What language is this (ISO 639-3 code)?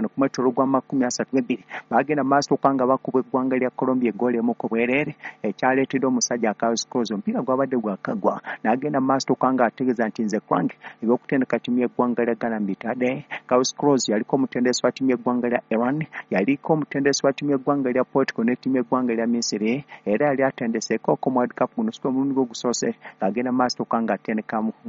lug